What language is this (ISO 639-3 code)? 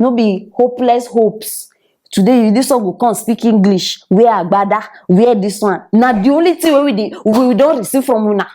pcm